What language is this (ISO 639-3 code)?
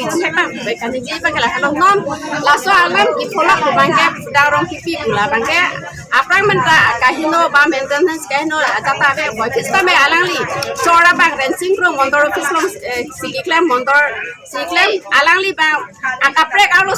mjw